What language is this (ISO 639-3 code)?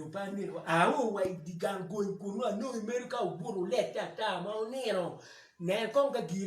ach